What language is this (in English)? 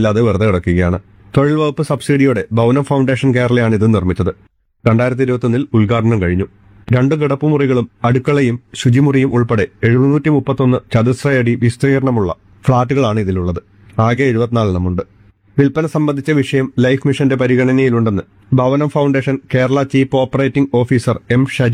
Malayalam